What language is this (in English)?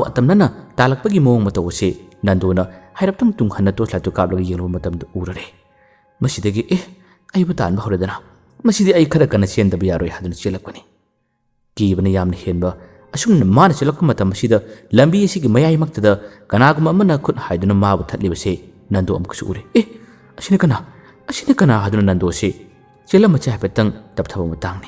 Manipuri